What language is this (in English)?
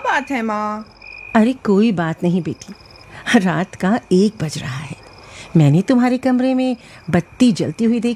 Hindi